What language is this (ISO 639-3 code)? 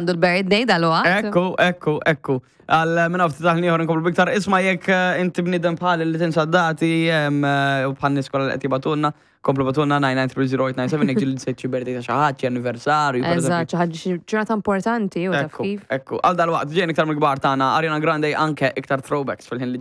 mlt